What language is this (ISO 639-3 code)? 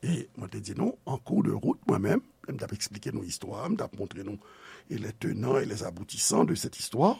hat